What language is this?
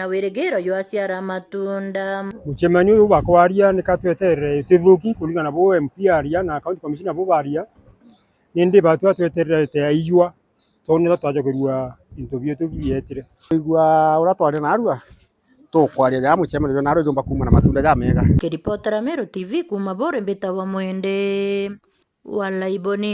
Meru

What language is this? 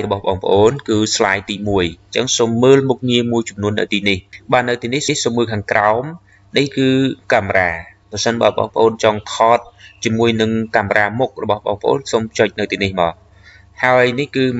Khmer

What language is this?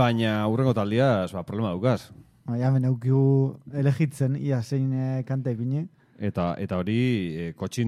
Basque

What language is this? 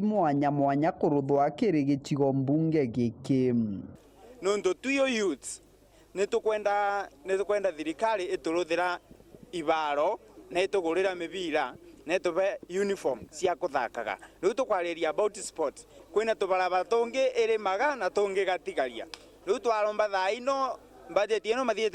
Meru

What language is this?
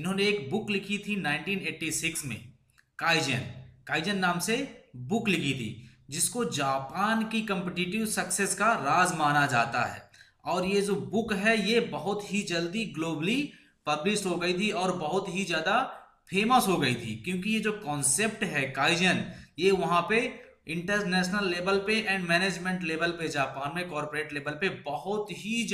Hindi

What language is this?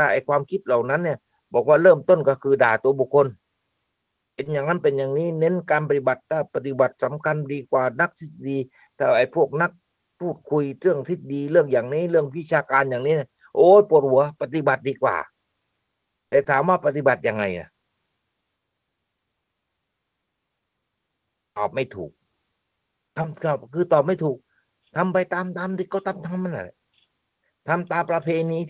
Thai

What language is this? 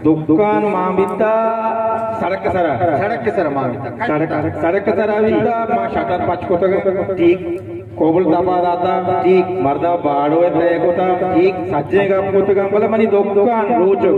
Baluchi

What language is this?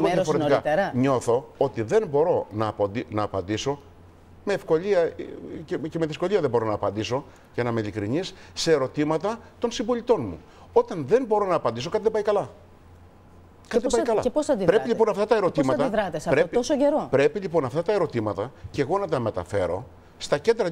Greek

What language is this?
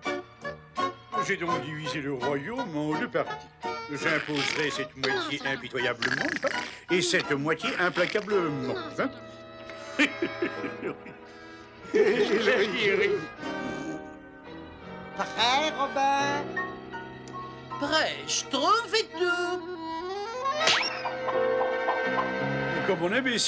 French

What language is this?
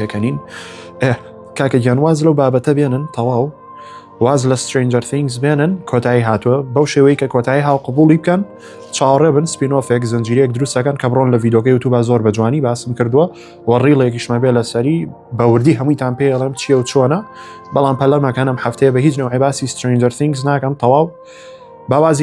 Central Kurdish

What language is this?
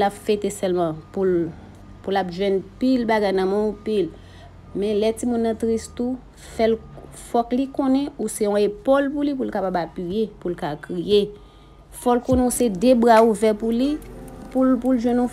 Haitian Creole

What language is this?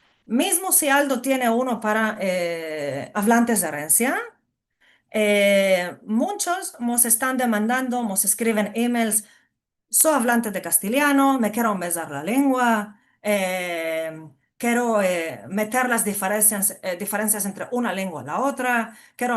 Ladino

